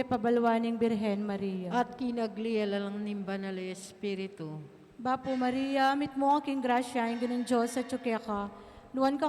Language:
Pampanga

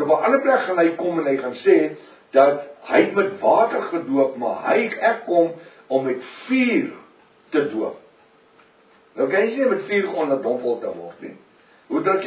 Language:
Afrikaans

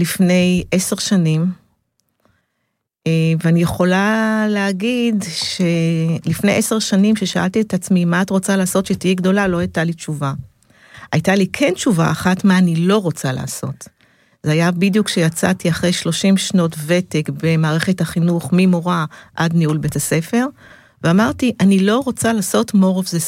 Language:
Hebrew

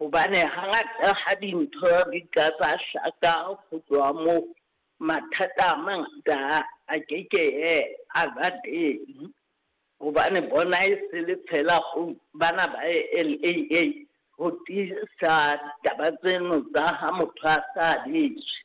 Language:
Southern Sotho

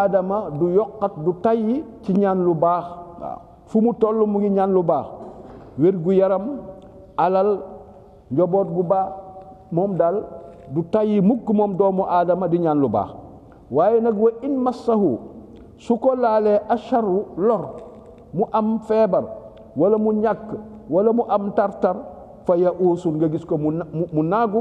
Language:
Wolof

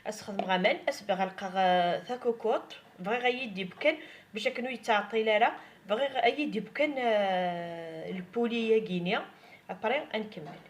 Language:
Kabyle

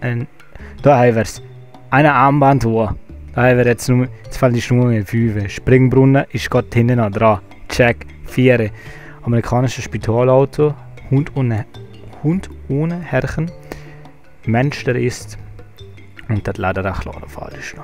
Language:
Swiss German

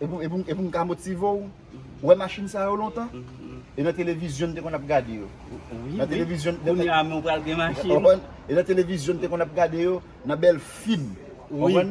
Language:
Haitian Creole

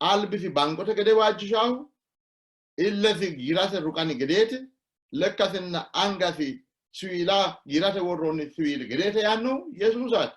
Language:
Sidamo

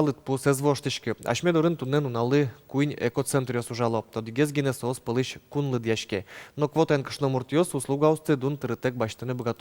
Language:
Udmurt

